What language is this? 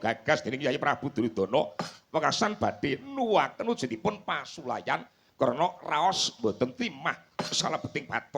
Javanese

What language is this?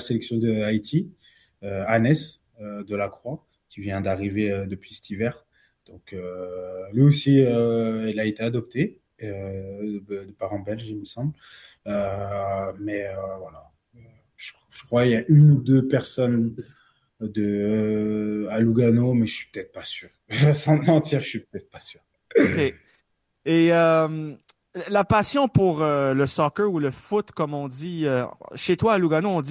French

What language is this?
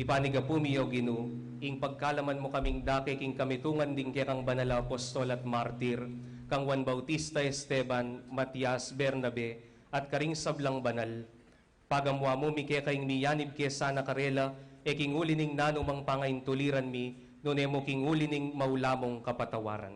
Pampanga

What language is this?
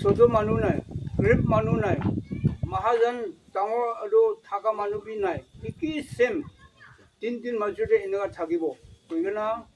Naga Pidgin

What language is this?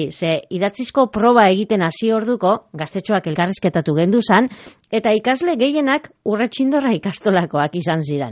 Basque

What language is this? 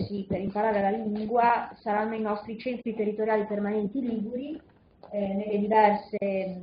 Italian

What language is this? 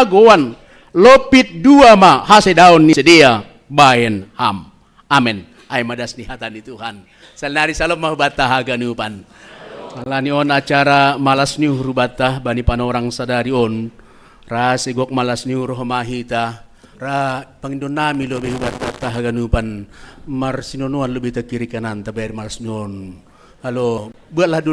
Batak Simalungun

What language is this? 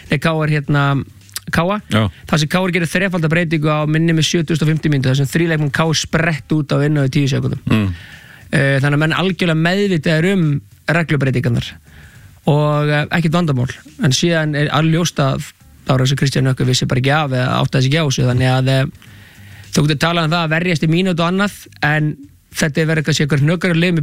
Icelandic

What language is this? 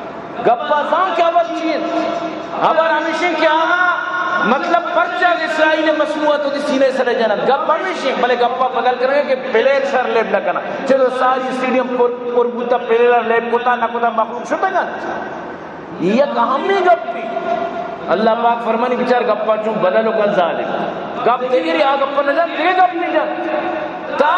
Eastern Balochi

